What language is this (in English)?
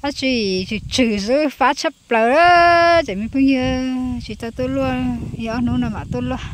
Hmong